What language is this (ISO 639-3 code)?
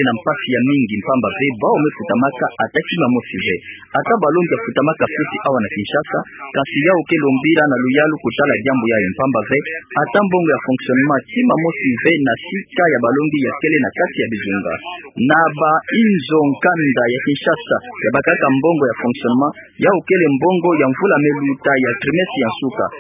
ktu